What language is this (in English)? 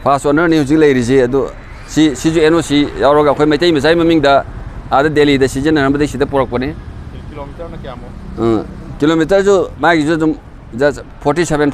Manipuri